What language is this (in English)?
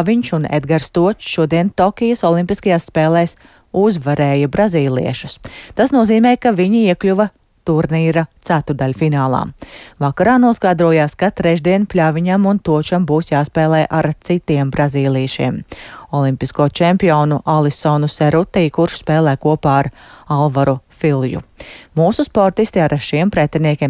Latvian